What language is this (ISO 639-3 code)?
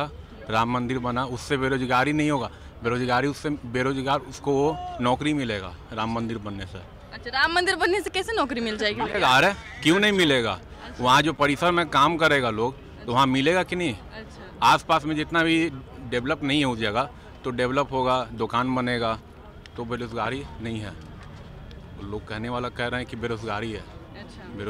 hin